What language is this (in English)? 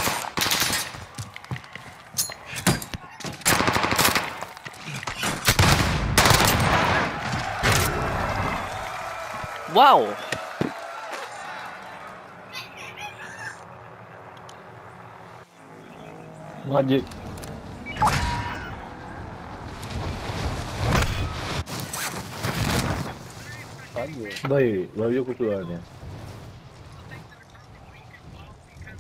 Malay